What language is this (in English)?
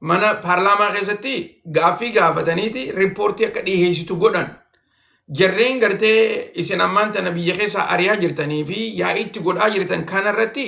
Oromo